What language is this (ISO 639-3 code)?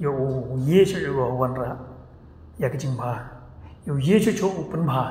kha